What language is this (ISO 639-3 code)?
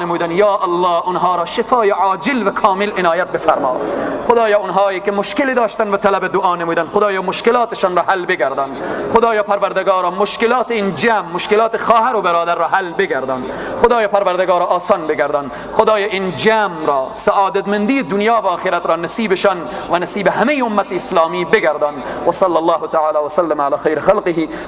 fas